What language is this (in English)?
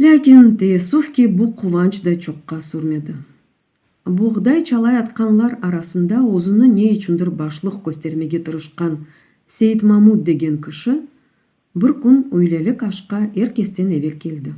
Crimean Tatar